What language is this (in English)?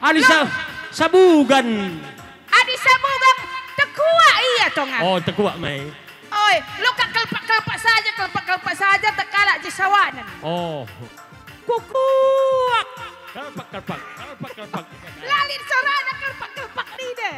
Batak Karo